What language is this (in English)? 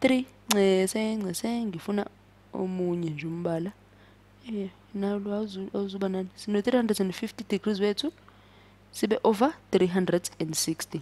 Zulu